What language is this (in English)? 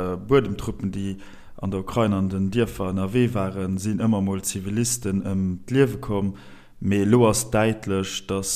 Luxembourgish